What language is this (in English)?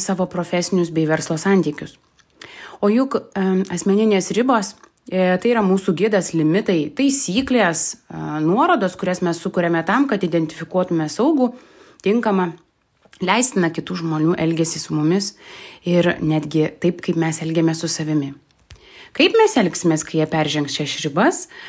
Lithuanian